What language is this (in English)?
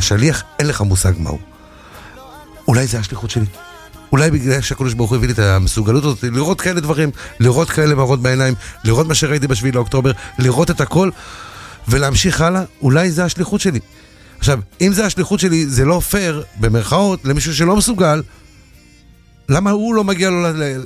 Hebrew